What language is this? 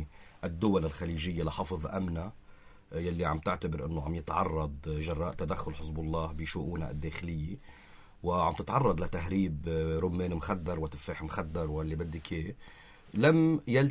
North Levantine Arabic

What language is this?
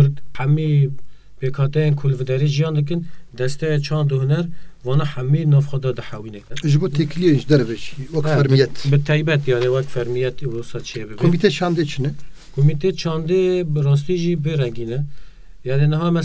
Kurdish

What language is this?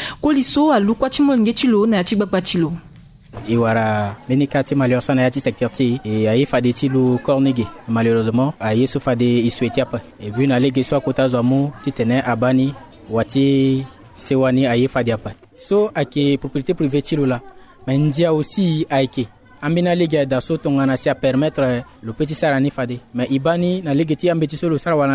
Sango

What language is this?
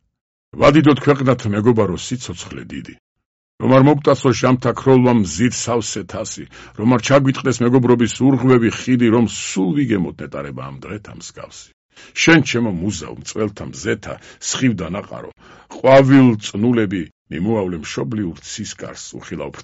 Georgian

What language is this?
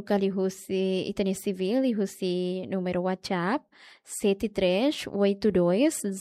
Tetum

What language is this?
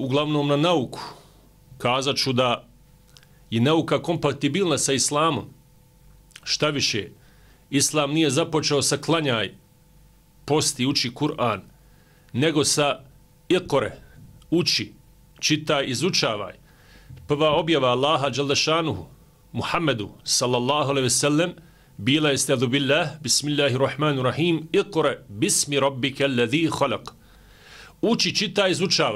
Bosnian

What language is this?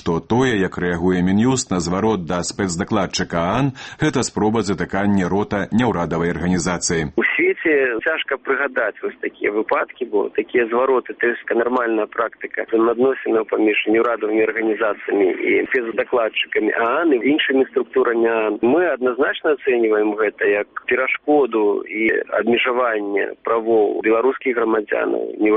Belarusian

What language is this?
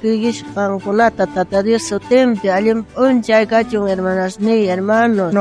South Bolivian Quechua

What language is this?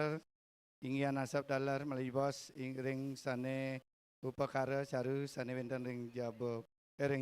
Balinese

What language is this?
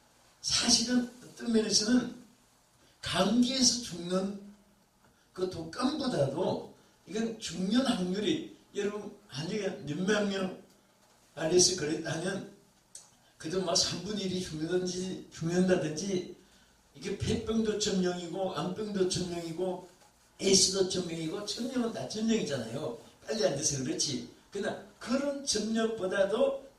Korean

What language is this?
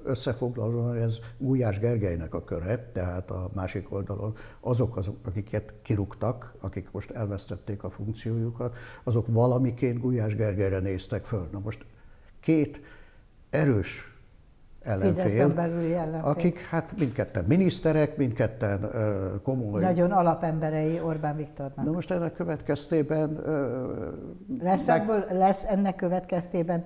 Hungarian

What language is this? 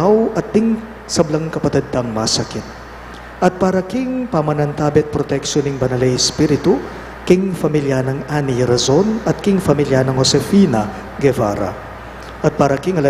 Pampanga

